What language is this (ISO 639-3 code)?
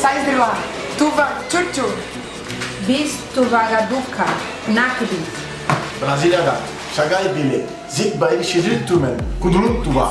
tyv